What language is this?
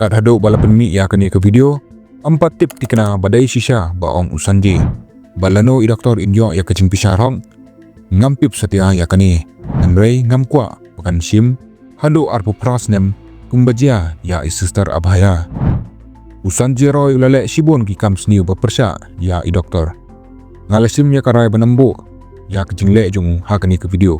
Khasi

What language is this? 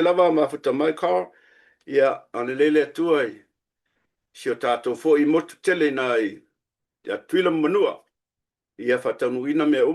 Samoan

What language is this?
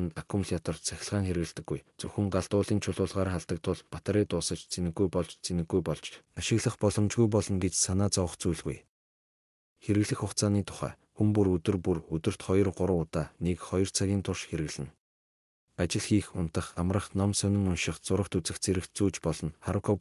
Mongolian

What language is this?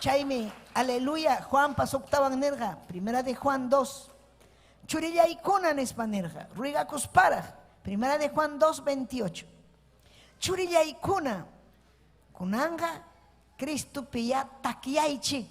Ayacucho Quechua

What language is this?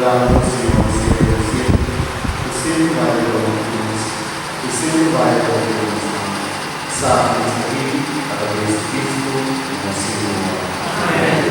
Papiamento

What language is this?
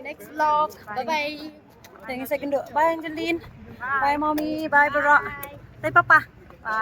Khasi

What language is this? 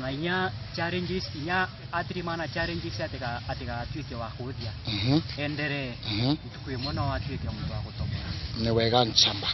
Meru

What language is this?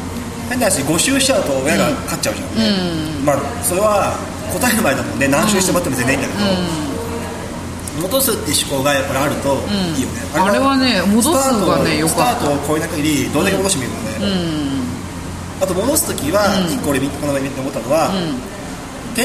Japanese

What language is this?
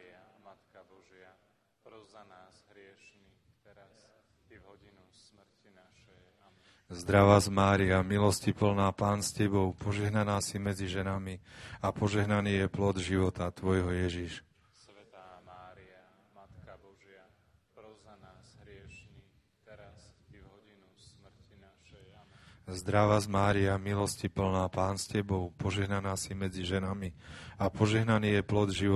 Slovak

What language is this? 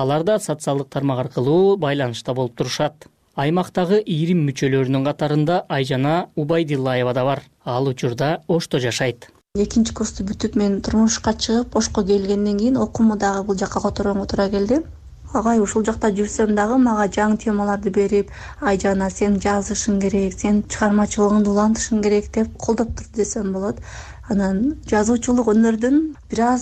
Kyrgyz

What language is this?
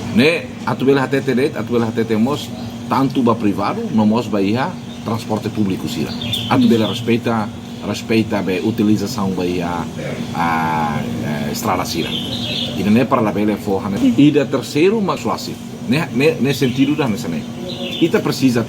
Tetum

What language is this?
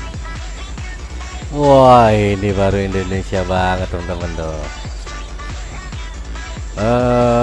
Indonesian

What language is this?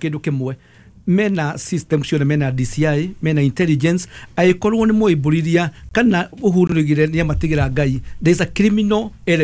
Kikuyu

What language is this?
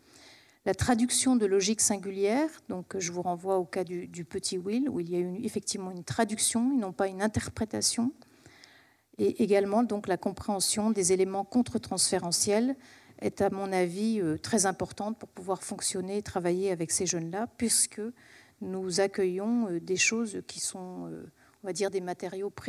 French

